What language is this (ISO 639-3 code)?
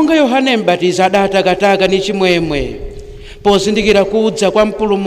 nya